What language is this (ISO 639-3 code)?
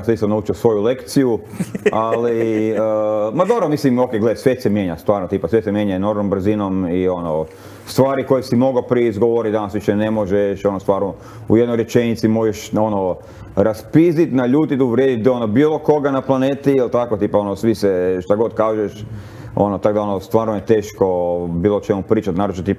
hrv